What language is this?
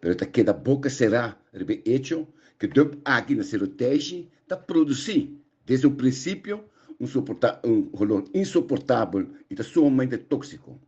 Papiamento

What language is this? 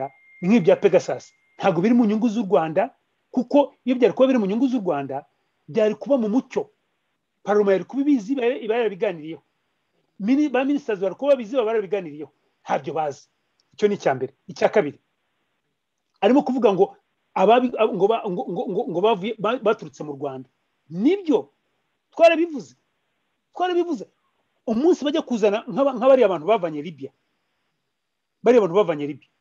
Kinyarwanda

